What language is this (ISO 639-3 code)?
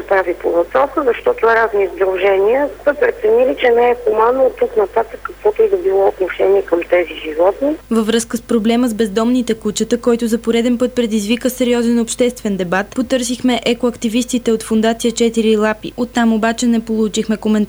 bul